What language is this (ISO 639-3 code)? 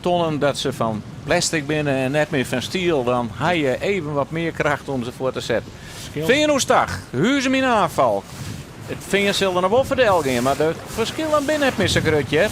fry